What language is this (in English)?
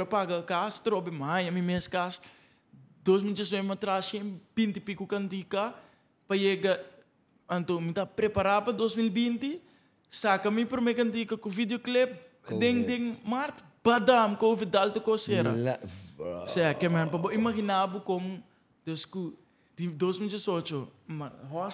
Papiamento